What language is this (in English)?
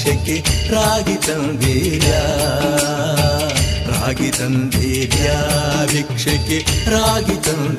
Kannada